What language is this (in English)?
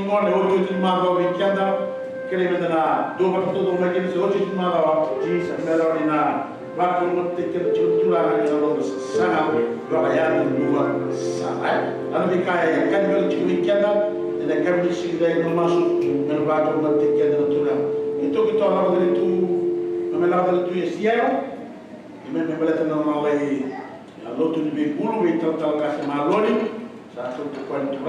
Fijian